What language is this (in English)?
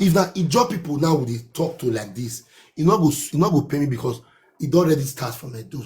Nigerian Pidgin